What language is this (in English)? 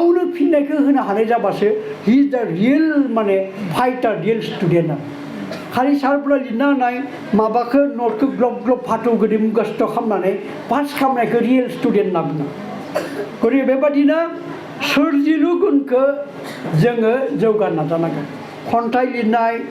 Bodo